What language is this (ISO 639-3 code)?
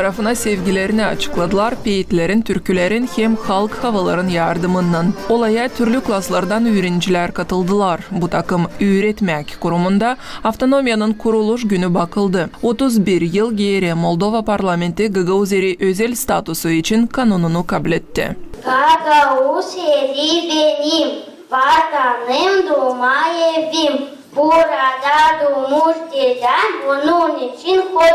gag